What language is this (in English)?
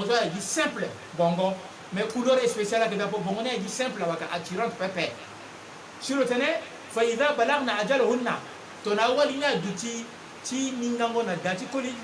Sango